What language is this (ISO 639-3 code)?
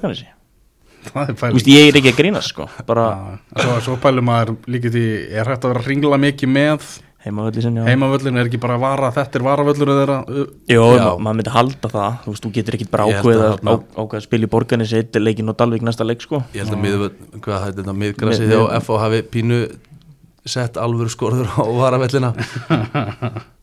isl